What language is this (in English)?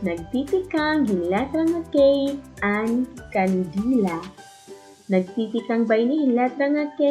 Waray